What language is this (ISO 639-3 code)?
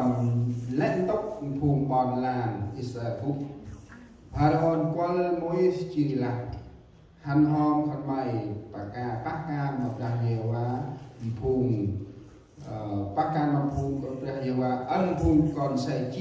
cmo